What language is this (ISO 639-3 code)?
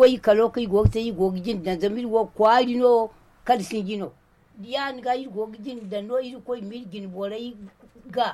dje